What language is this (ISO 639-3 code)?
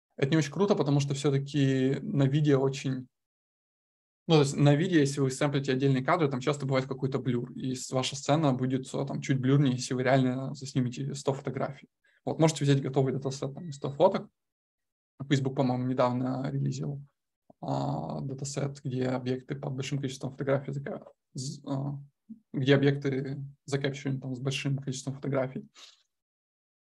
rus